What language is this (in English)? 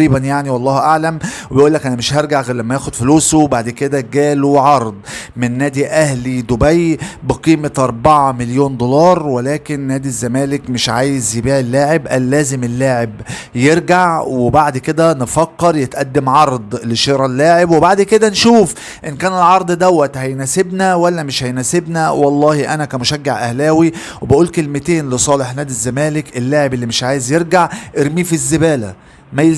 Egyptian Arabic